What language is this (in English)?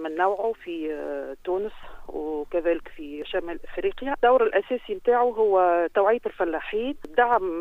Tunisian Arabic